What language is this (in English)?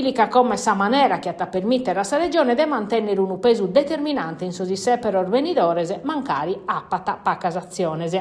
Sardinian